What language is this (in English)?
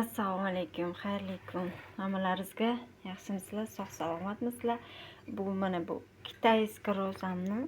Uzbek